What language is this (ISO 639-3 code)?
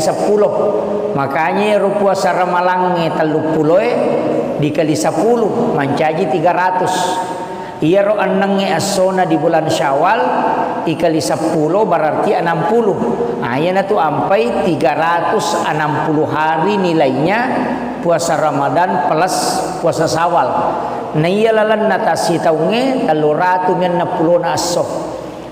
bug